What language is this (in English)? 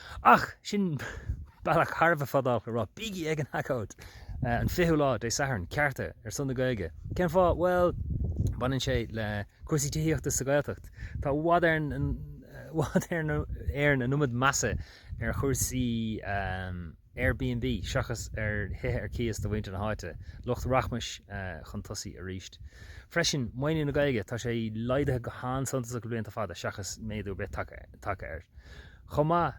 Irish